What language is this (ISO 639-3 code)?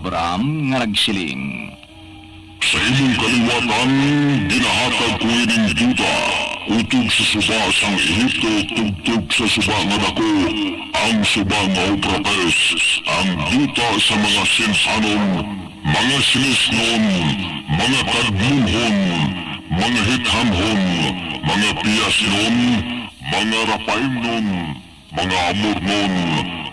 hil